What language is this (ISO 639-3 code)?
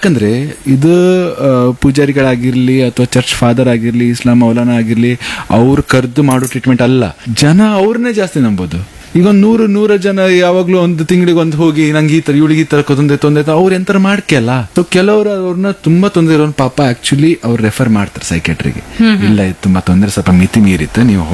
kan